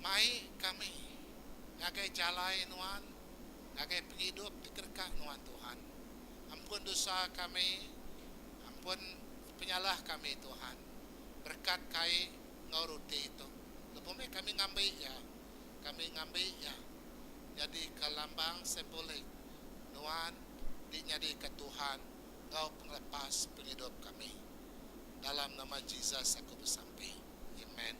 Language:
Iban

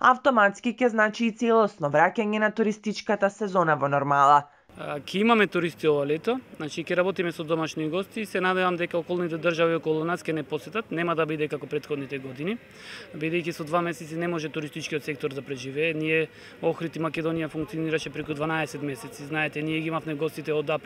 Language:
Macedonian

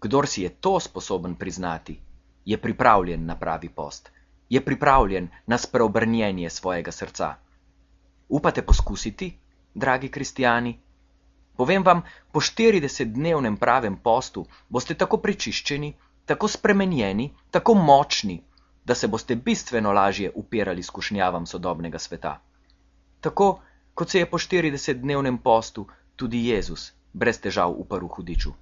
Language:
Slovenian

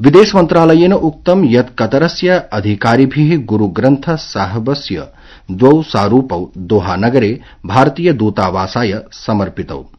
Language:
Sanskrit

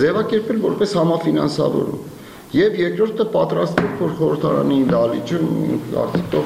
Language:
Armenian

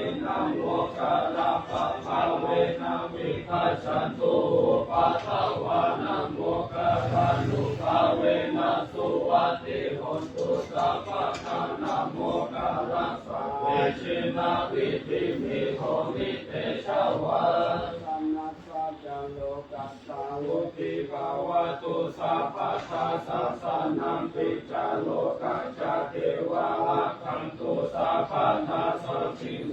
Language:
Pali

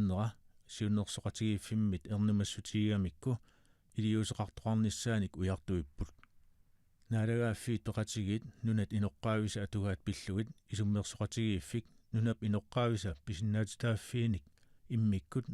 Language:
Kalaallisut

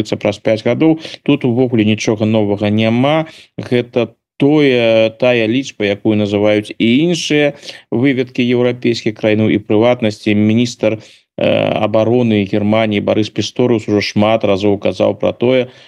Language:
Belarusian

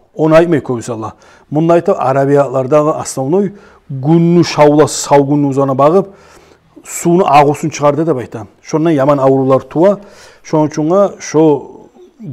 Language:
Kumyk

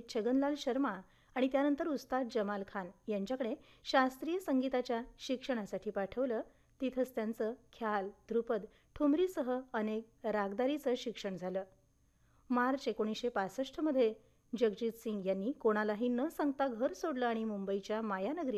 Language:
Marathi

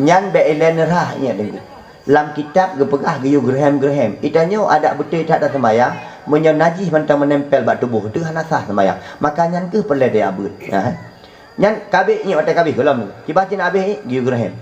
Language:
Achinese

